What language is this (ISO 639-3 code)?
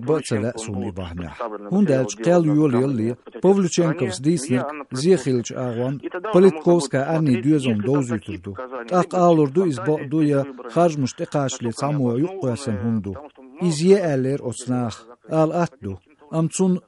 che